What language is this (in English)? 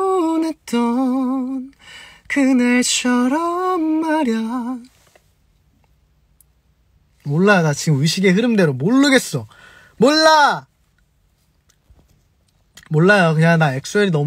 Korean